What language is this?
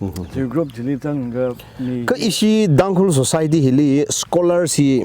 Tangkhul Naga (India)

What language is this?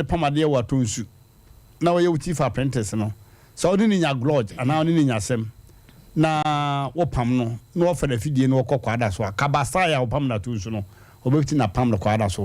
Akan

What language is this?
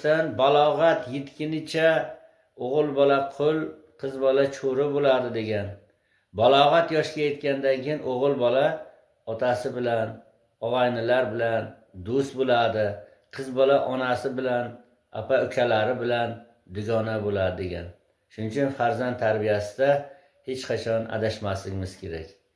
Uzbek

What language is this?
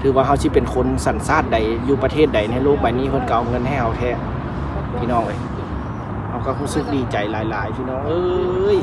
Lao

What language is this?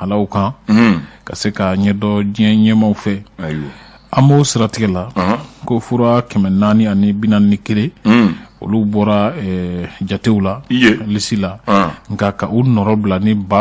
Bambara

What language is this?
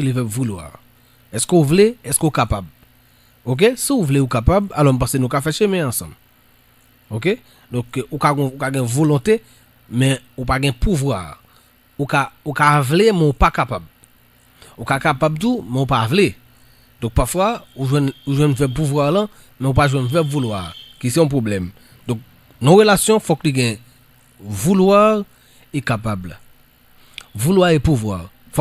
Haitian Creole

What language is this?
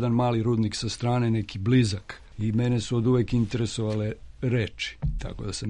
Serbian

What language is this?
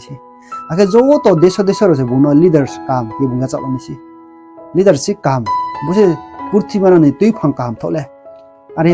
Riang (India)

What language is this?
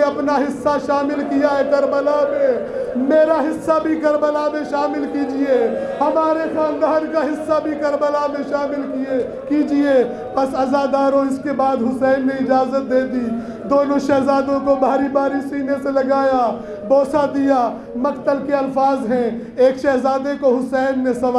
Urdu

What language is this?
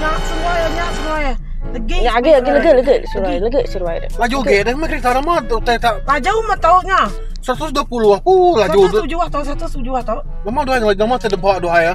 Iban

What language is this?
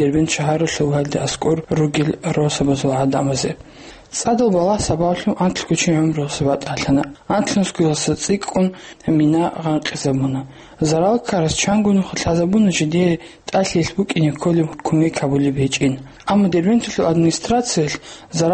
Avaric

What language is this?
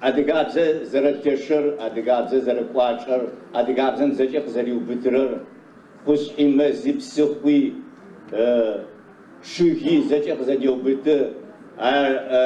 Adyghe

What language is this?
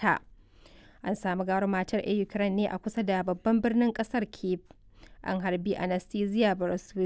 Hausa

